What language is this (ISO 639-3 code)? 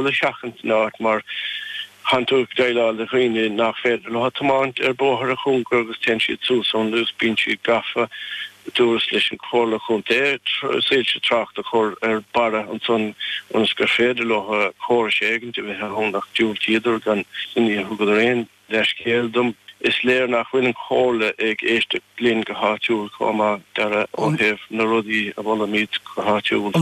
gle